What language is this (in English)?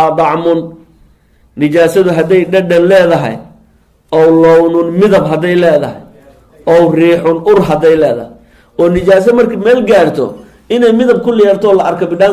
Somali